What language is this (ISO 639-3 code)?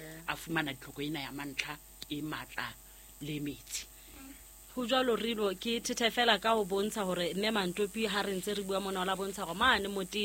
sot